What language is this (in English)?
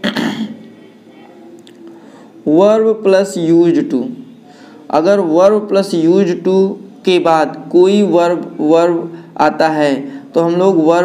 Hindi